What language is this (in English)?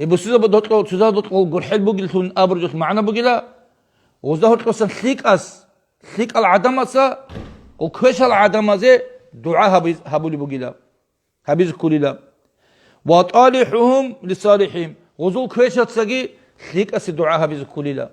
Avaric